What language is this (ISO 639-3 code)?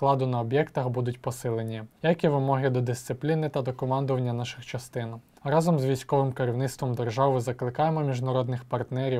ukr